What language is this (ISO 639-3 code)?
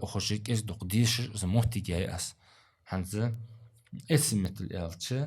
inh